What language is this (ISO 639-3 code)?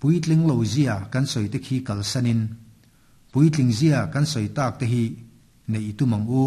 lus